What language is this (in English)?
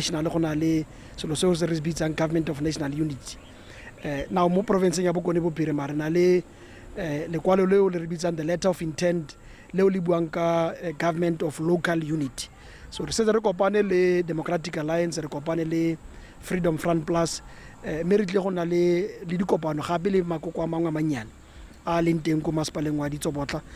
Tswana